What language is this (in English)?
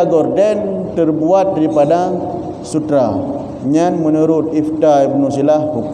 Achinese